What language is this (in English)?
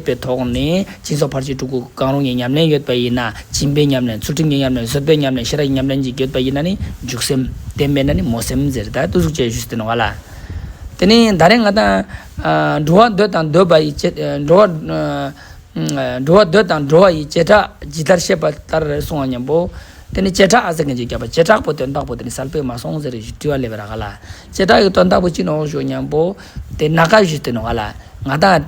Ladakhi